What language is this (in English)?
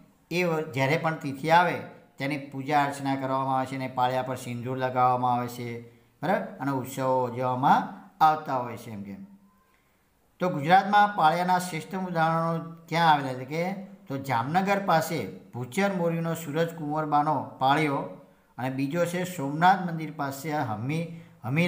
Gujarati